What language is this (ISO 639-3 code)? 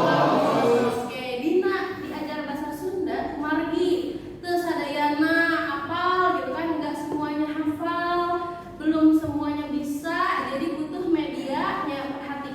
sun